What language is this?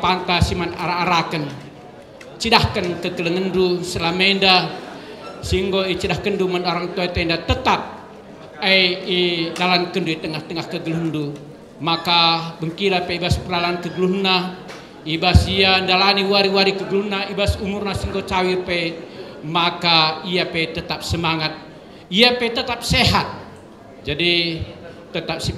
Batak Karo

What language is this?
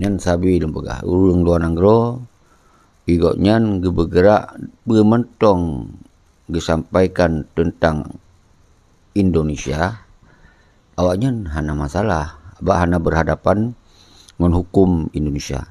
Achinese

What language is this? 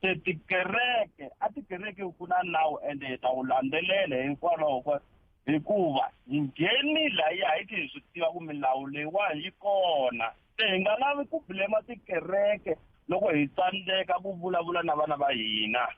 Tsonga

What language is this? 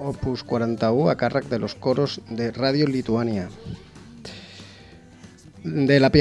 Catalan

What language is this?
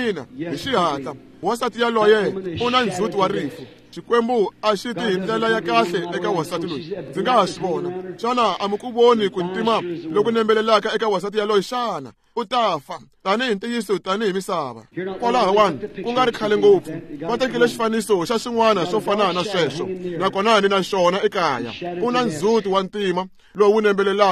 Tsonga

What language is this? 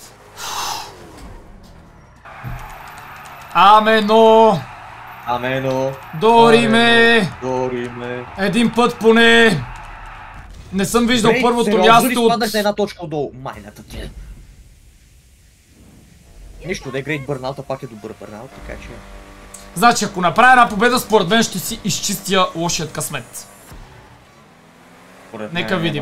Bulgarian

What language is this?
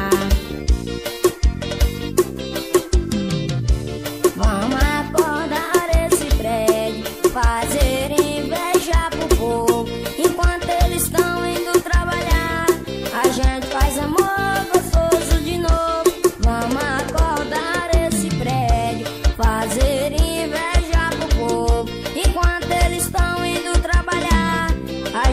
Portuguese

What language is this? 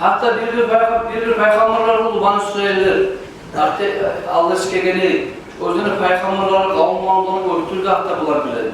Kumyk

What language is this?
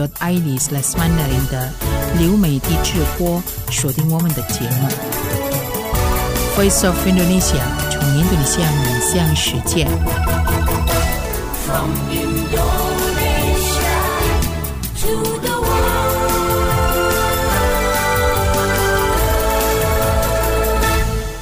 Chinese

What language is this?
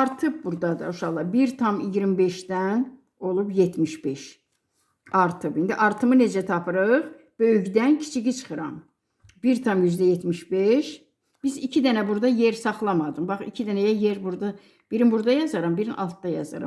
Azerbaijani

